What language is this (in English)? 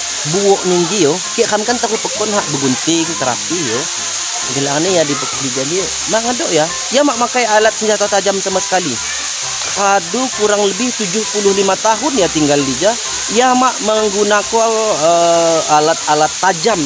Lampung Api